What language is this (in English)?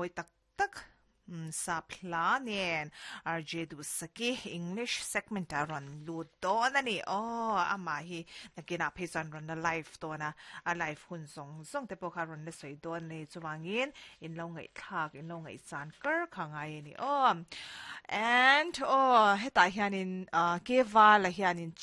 Mizo